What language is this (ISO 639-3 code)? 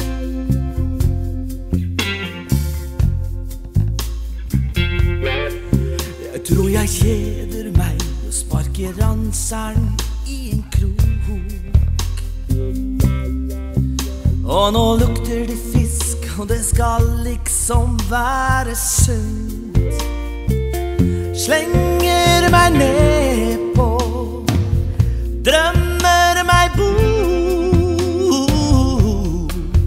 nor